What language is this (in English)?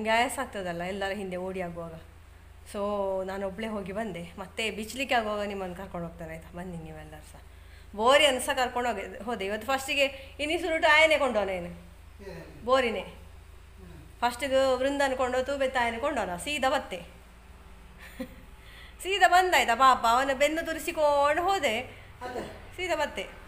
Kannada